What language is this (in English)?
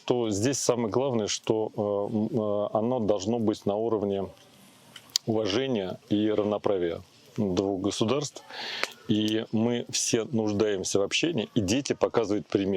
Abkhazian